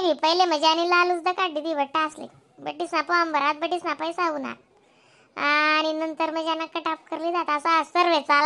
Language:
Khandesi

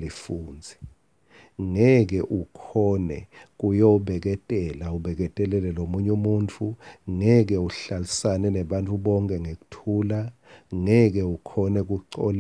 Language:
Swati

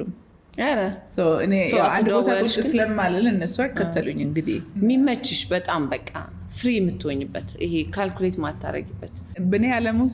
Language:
Amharic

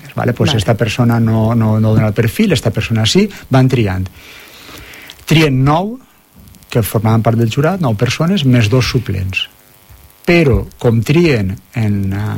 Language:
Catalan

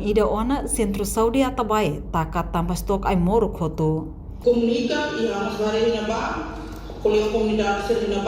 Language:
Tetum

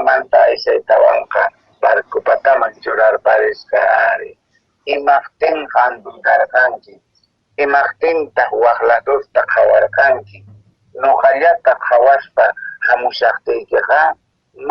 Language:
Quechua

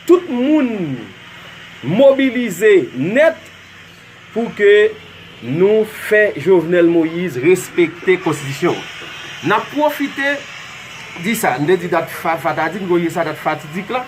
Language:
Haitian Creole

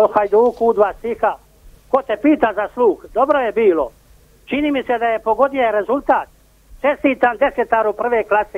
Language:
Croatian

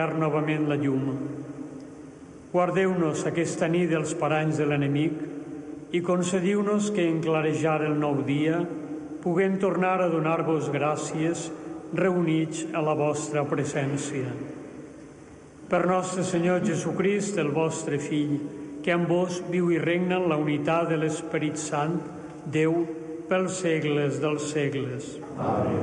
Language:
Catalan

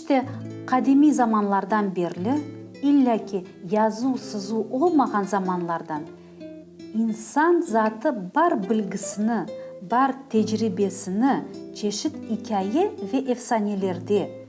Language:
Crimean Tatar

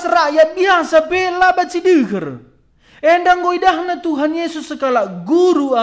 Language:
Batak Karo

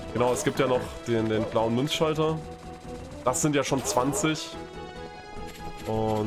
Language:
German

